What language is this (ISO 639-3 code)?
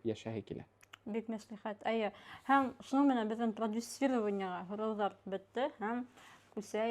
bak